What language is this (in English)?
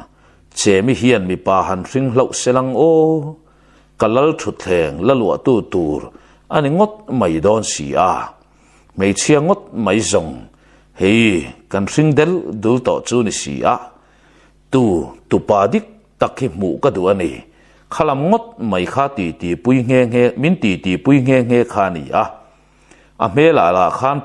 Mizo